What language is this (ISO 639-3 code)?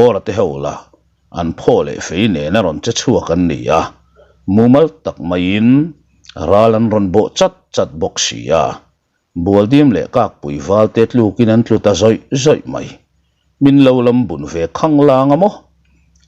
lus